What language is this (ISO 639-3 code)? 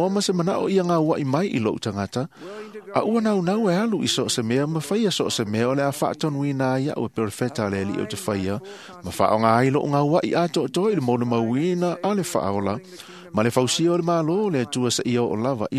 smo